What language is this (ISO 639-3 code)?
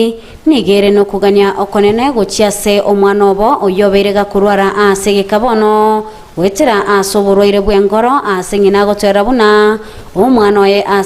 guz